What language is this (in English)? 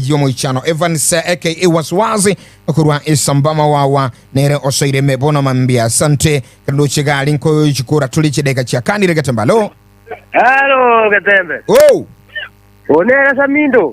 Gusii